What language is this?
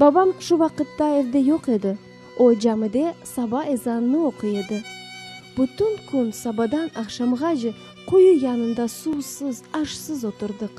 Crimean Tatar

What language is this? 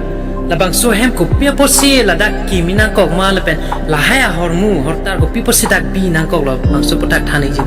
Karbi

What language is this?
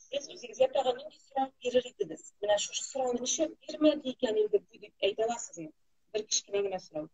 Tatar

